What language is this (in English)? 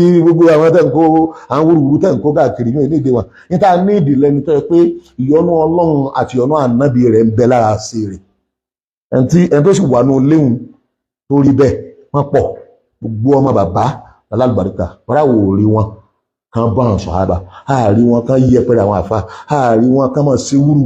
Yoruba